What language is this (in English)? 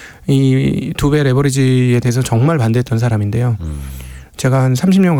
Korean